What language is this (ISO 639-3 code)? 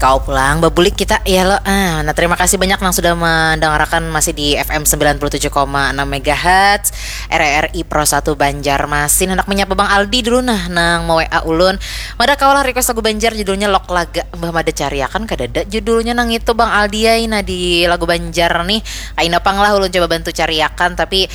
bjn